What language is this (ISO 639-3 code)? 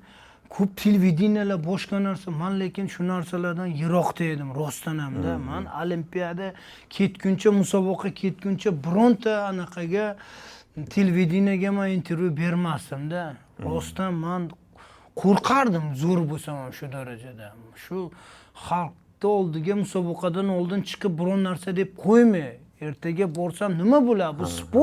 uzb